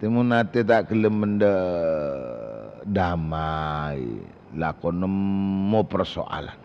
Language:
Madurese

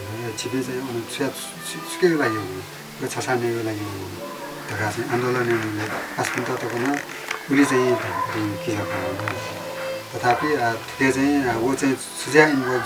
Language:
Newari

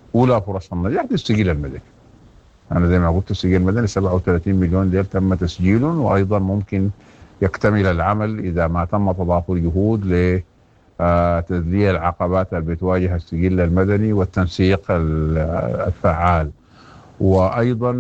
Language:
Sudanese Arabic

